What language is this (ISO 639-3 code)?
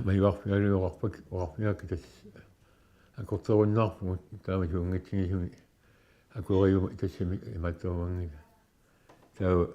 kal